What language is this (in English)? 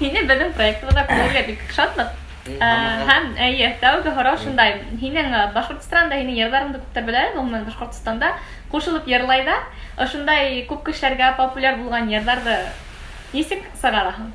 Bashkir